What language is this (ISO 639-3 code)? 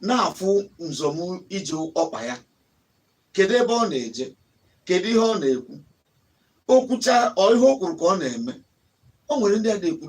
ibo